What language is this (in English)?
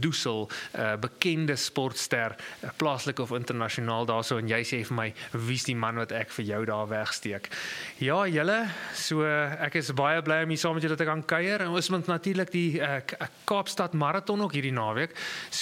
Afrikaans